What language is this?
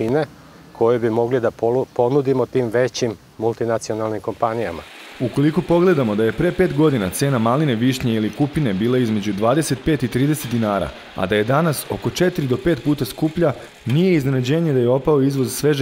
Serbian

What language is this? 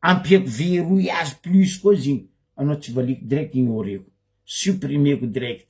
Malagasy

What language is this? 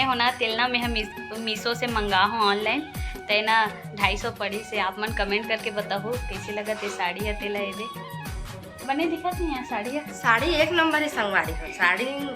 Chhattisgarhi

